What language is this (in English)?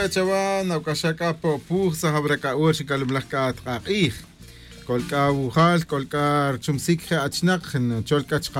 Tz'utujil